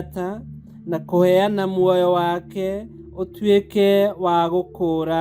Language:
Kikuyu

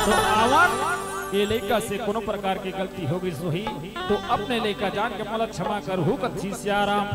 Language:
Chhattisgarhi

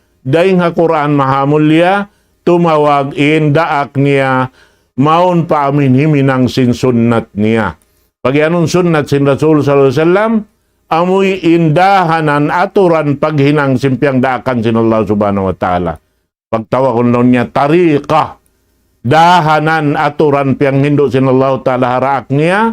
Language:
Tausug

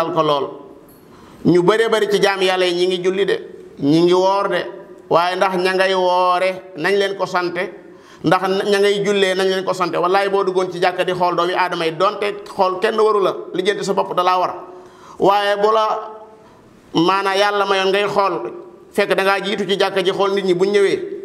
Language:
Wolof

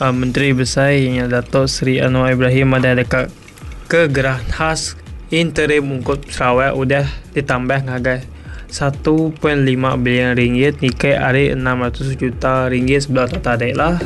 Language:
Iban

